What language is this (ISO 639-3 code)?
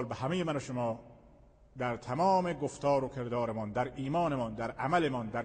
fas